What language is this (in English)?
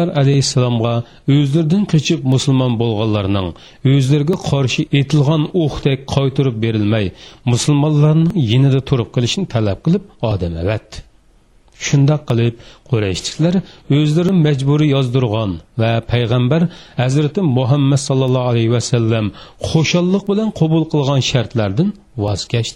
Uyghur